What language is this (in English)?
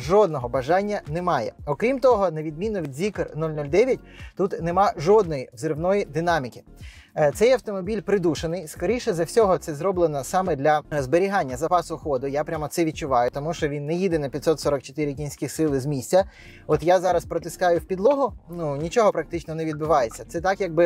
Ukrainian